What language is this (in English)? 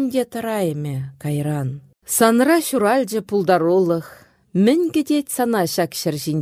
Chuvash